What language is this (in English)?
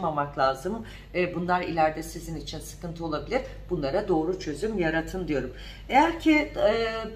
Turkish